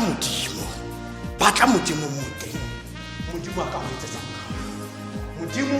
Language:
Tswana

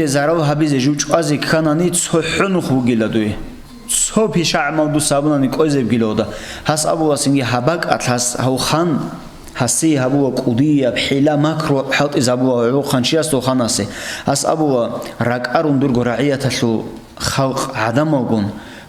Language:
Avaric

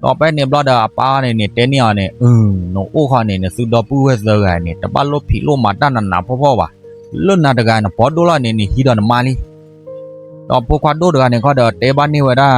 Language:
S'gaw Karen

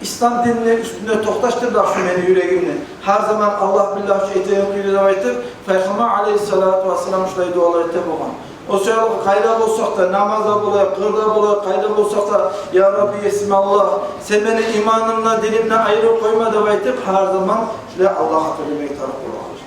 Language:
Kumyk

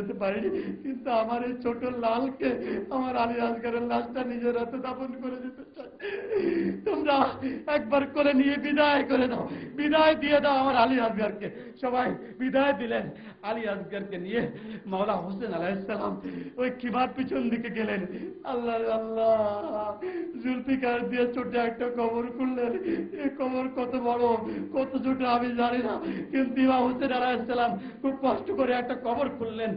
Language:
Bangla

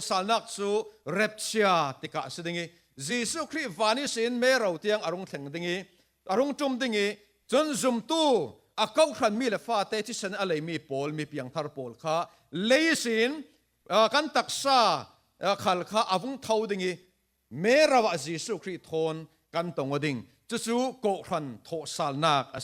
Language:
Falam Chin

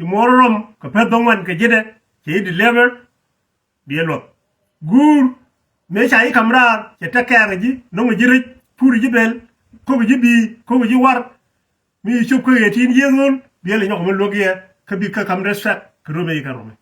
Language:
Nuer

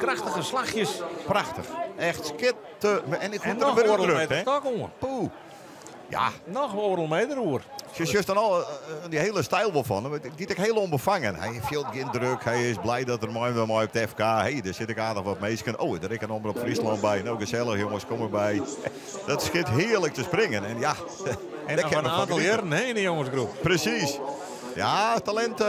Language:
Western Frisian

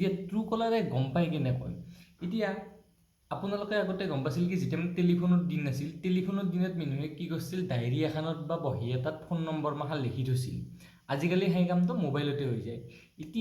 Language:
Assamese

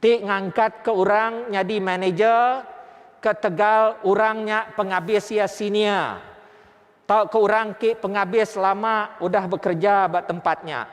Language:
Iban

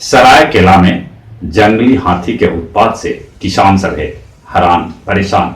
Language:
Magahi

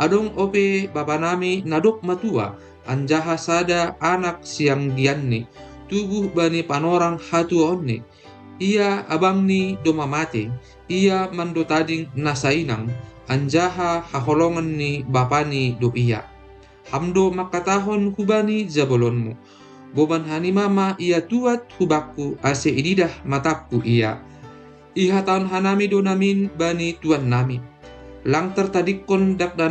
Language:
Batak Simalungun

